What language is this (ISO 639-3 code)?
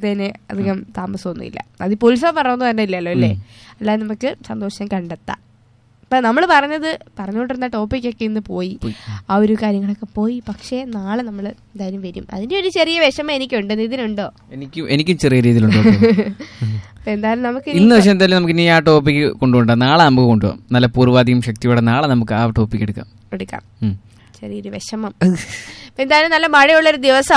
mal